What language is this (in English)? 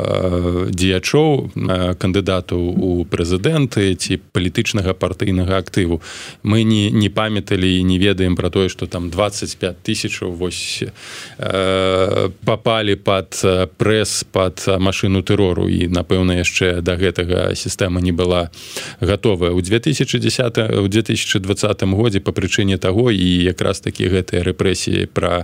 Belarusian